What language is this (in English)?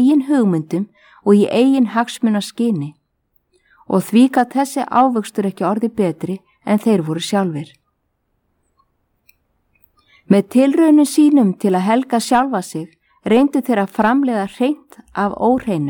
Icelandic